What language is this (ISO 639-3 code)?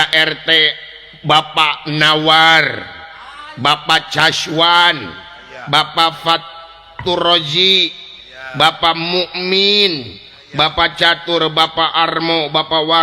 sun